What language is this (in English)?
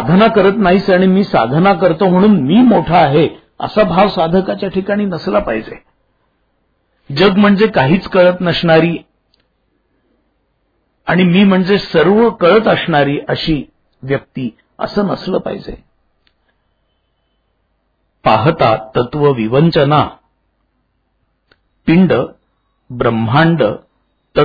Marathi